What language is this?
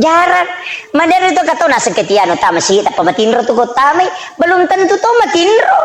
Buginese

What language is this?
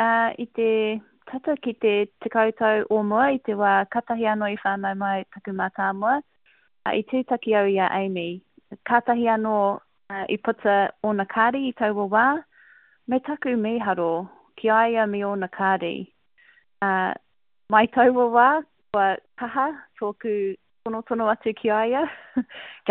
Māori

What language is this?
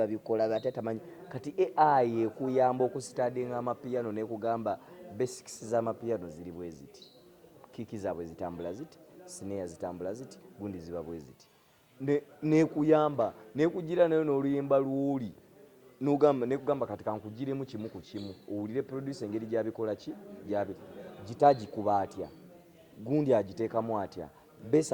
Ganda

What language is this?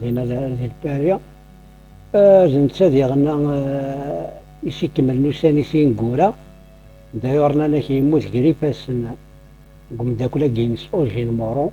Kabyle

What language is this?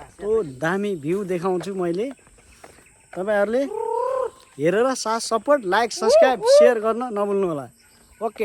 Nepali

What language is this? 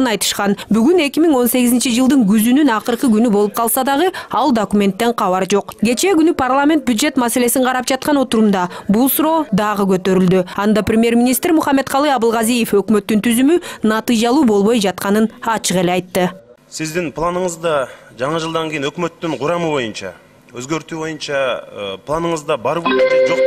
Kyrgyz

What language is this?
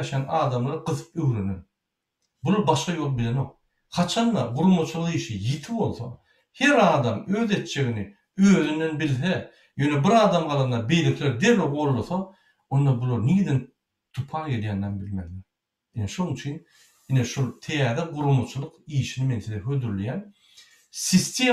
Turkmen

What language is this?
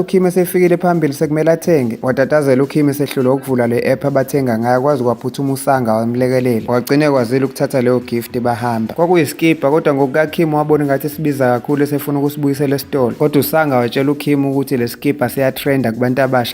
Zulu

